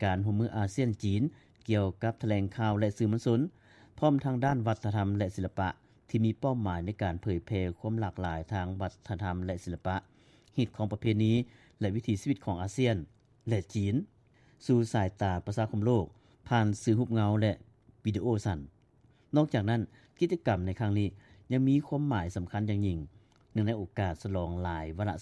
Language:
Lao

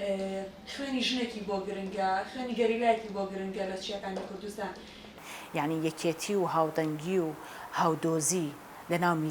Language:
Central Kurdish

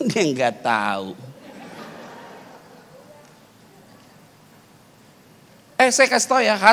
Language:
Indonesian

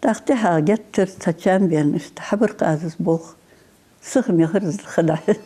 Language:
Ingush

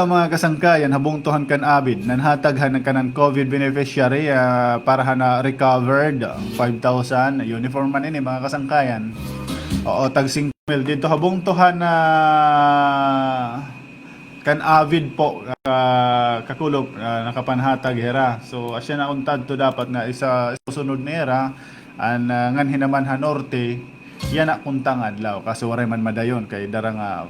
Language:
Waray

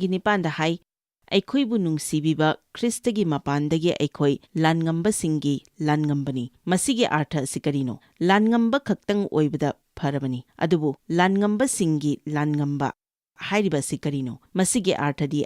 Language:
Manipuri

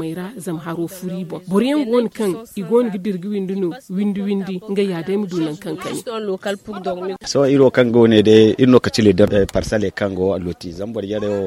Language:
Zarma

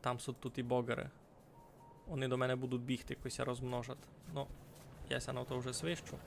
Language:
Rusyn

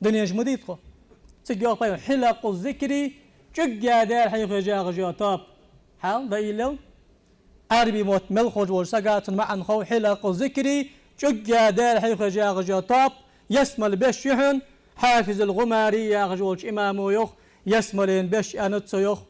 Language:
Ingush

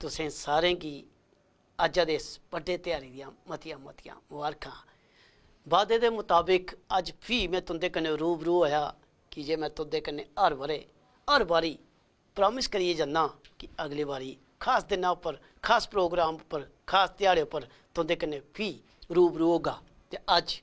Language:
Dogri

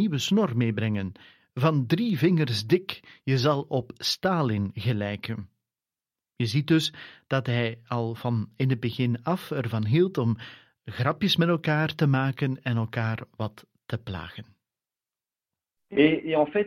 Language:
Dutch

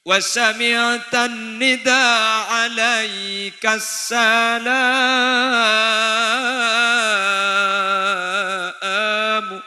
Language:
Madurese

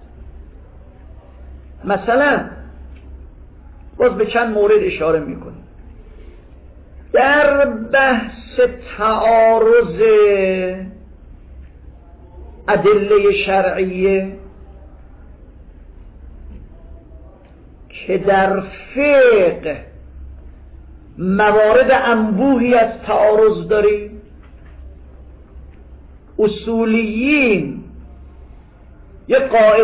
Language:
Persian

